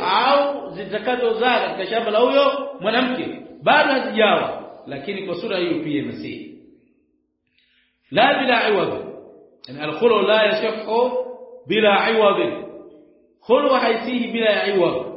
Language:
Swahili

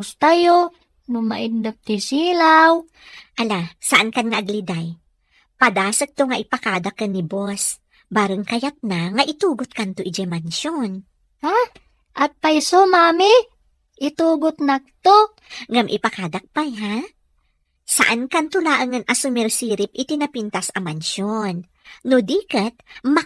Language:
Iloko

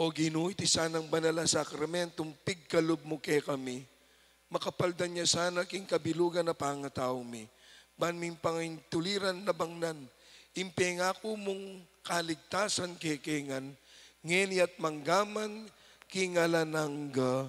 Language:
Pampanga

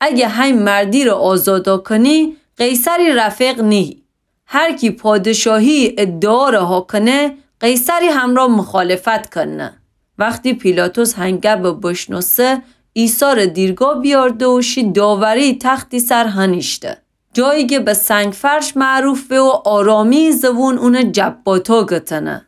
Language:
Gilaki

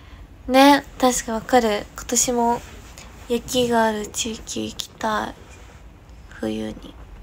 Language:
Japanese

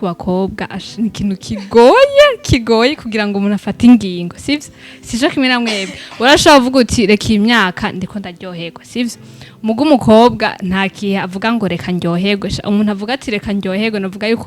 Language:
Rundi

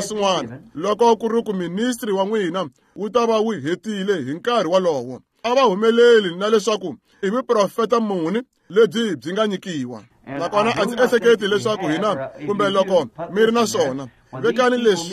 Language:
Tsonga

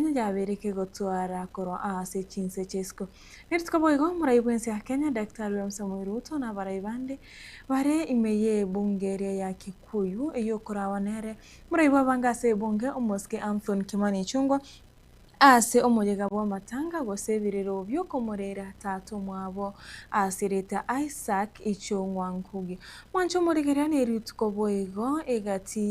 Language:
Gusii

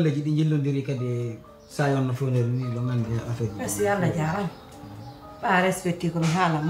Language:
Pular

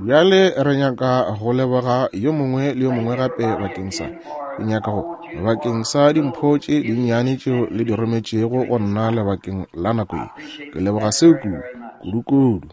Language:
Northern Sotho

